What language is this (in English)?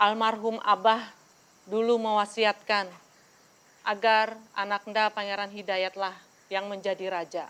Banjar